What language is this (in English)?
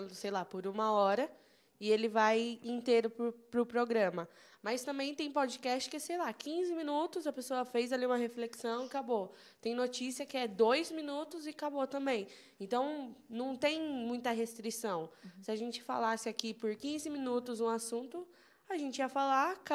Portuguese